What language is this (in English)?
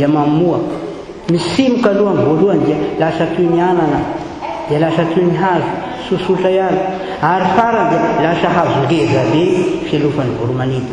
Malagasy